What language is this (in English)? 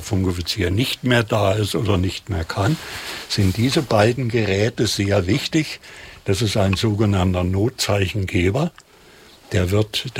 German